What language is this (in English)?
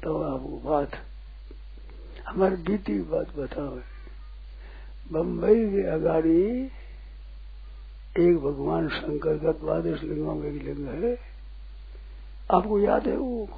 Hindi